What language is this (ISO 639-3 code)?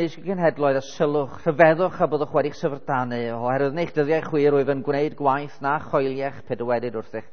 cym